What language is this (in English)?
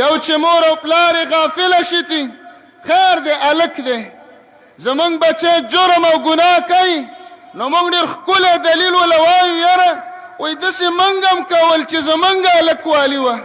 Pashto